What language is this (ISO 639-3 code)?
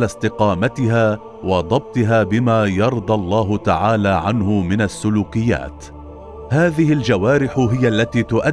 ara